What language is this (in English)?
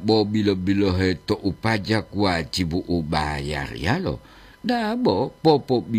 Gorontalo